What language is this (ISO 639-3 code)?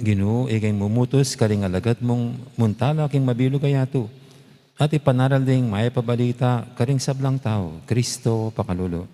pam